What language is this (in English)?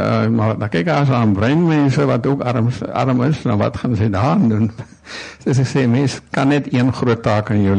Afrikaans